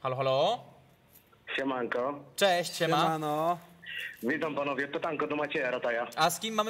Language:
Polish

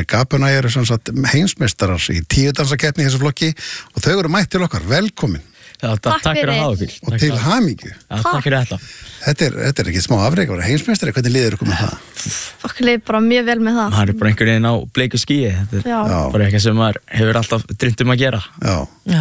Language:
Icelandic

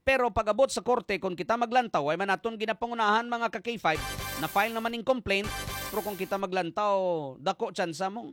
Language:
Hiligaynon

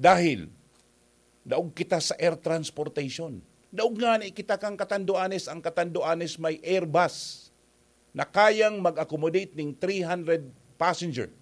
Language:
Bikol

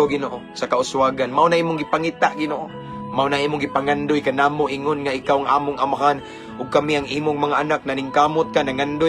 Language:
Cebuano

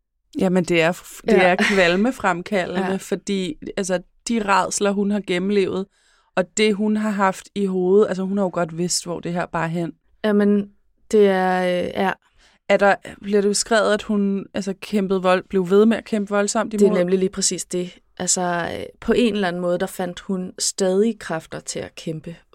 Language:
Danish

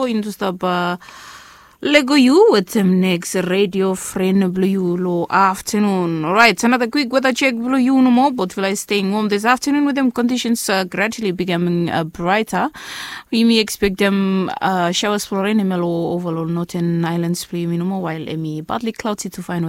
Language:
Bislama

